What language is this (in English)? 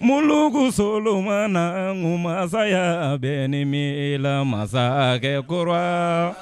Bambara